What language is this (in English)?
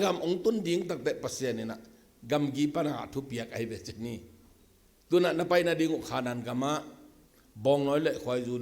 Tedim Chin